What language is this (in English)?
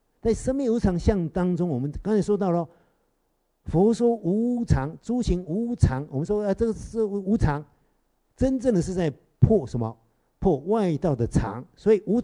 Chinese